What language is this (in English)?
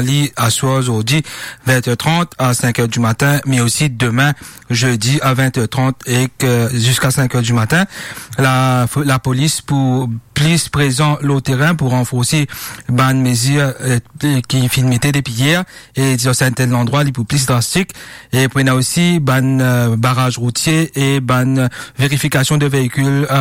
Morisyen